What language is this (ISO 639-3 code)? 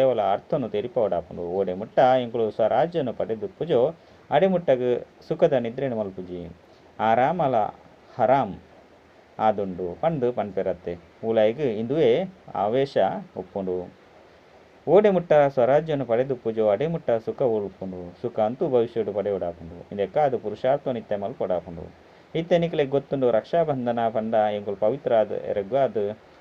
tcy